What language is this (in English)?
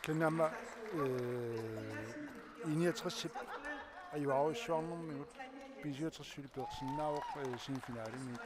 Kalaallisut